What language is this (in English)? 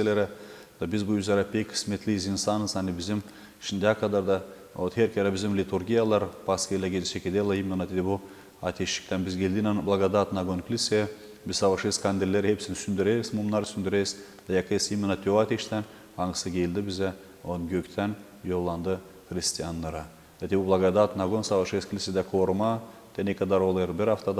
Gagauz